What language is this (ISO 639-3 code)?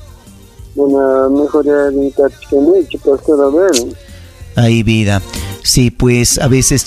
quy